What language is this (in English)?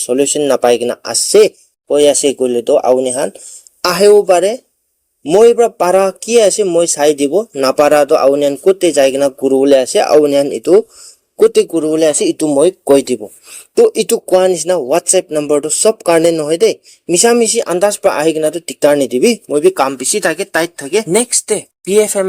Naga Pidgin